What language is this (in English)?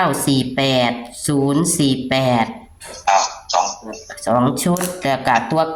Northeastern Thai